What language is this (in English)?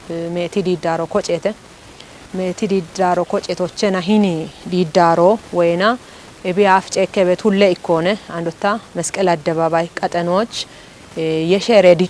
Kafa